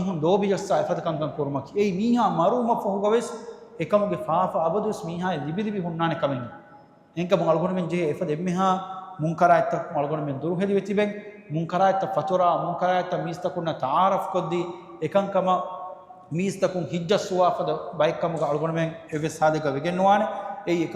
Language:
Divehi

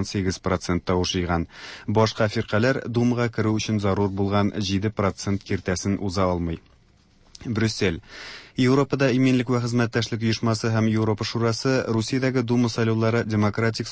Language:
Tatar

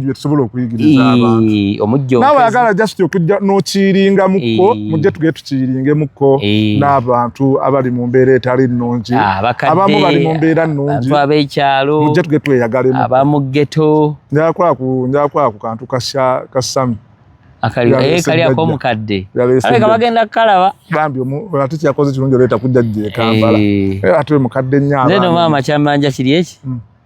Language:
Ganda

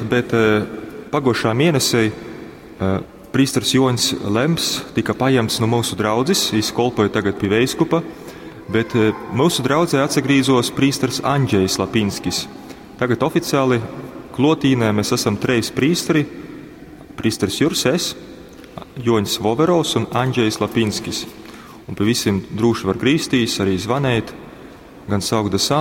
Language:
Latgalian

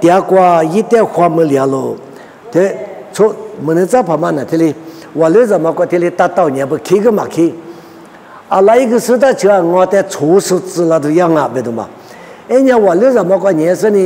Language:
Lisu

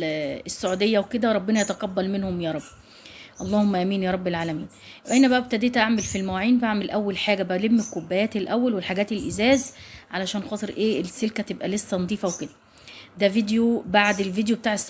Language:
Egyptian Arabic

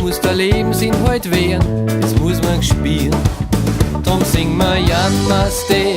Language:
Bavarian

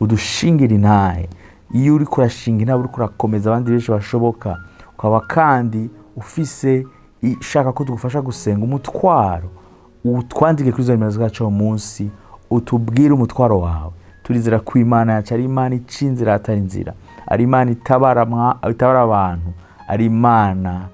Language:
Rundi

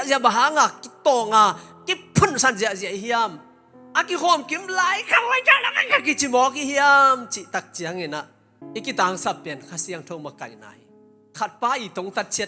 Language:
Tedim Chin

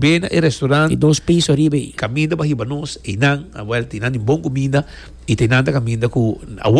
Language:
Papiamento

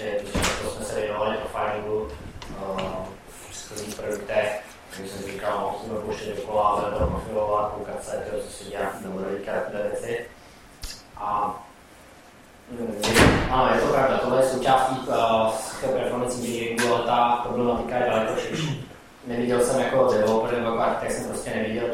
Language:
Czech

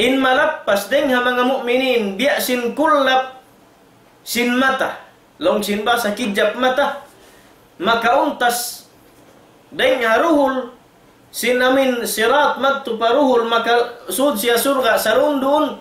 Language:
Tausug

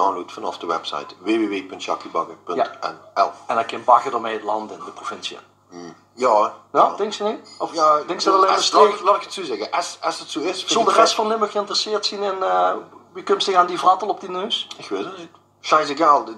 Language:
Limburgish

